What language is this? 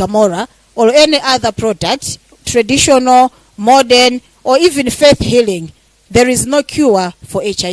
Nyanja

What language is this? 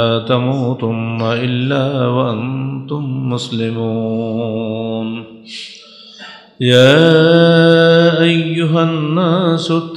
Bangla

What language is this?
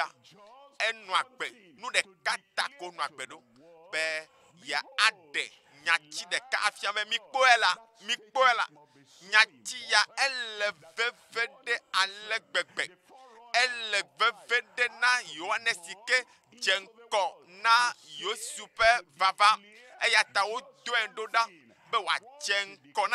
Ewe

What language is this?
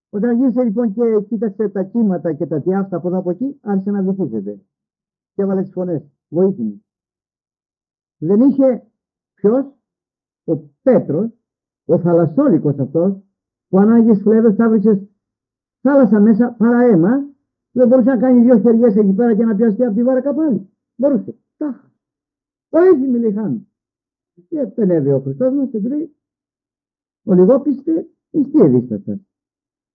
Greek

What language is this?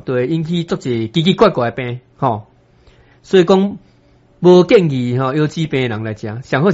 Min Nan Chinese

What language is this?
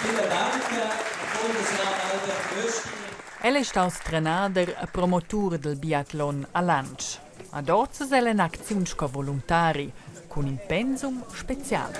Romansh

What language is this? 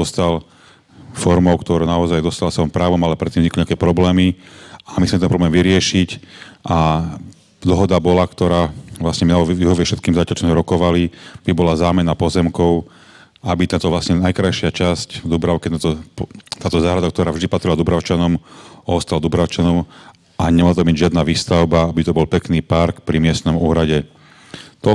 Slovak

